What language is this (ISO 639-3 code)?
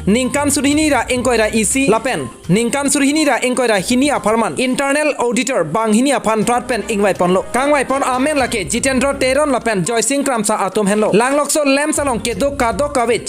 mjw